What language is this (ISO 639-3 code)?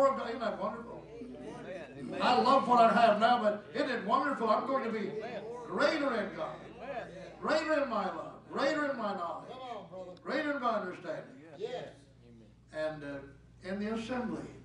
eng